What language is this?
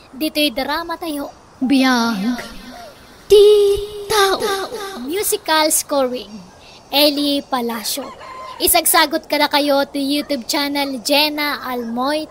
Iloko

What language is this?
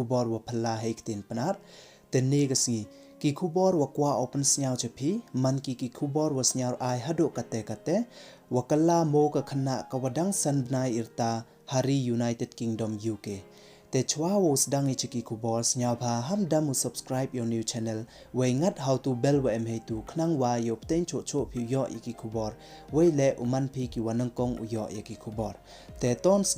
Pnar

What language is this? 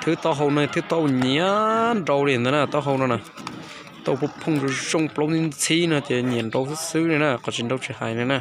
Hmong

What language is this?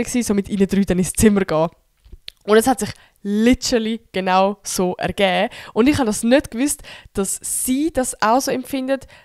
Swiss German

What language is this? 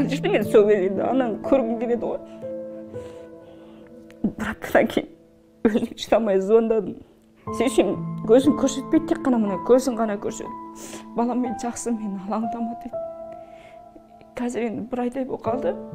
Kazakh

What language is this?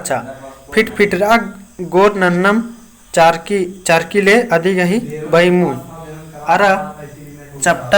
Kurukh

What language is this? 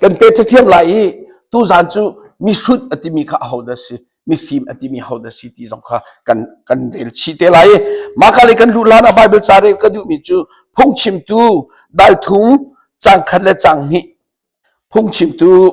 Hakha Chin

